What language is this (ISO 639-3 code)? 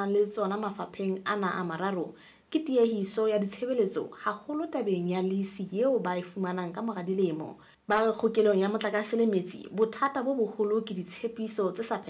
sot